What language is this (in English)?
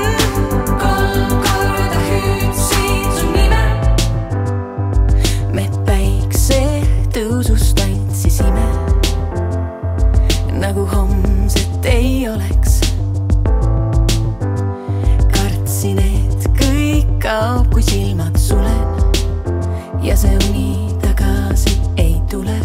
Estonian